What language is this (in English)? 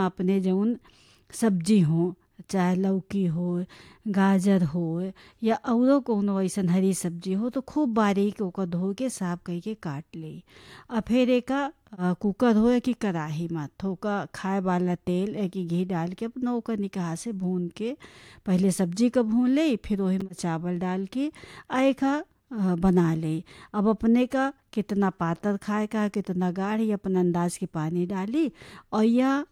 Bhojpuri